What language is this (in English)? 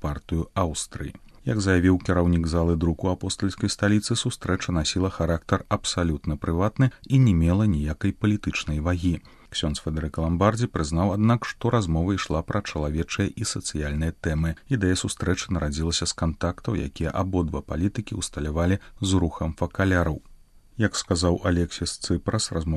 Belarusian